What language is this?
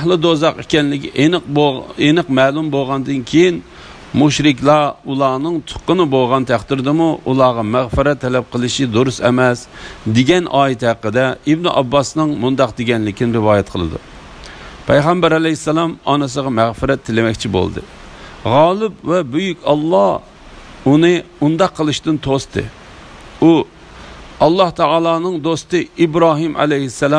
Uyghur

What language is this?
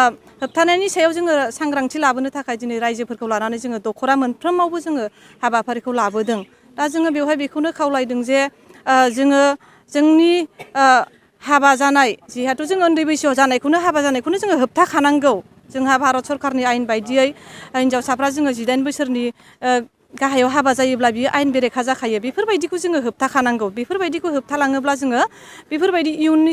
Bodo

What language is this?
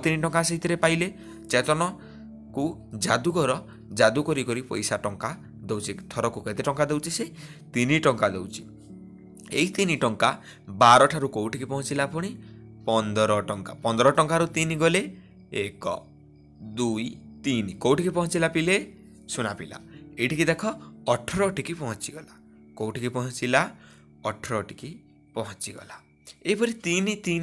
Odia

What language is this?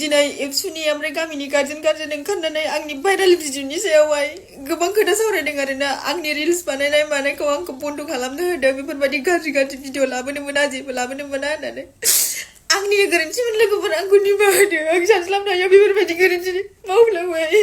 Bodo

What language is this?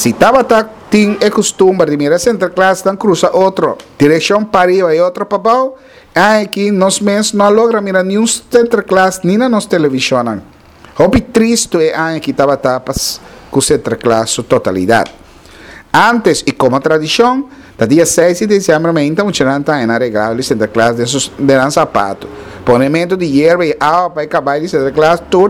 Papiamento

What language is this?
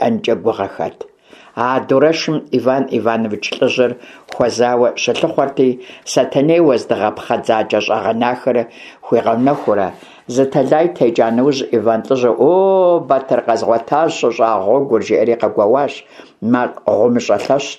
Kabardian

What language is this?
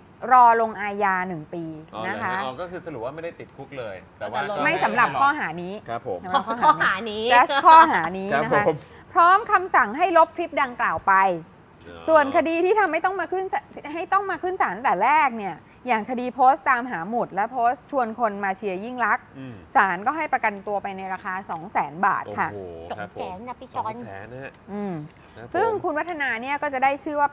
Thai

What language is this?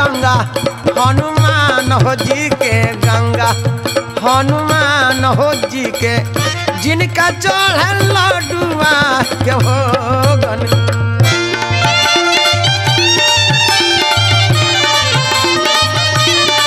Bhojpuri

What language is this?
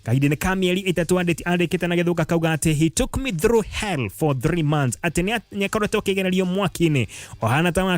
Kikuyu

